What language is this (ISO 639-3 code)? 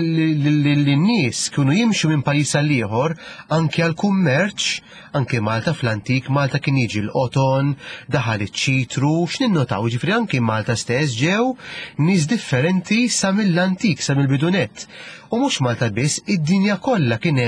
mlt